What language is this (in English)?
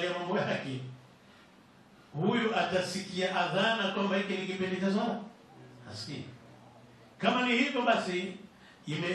Swahili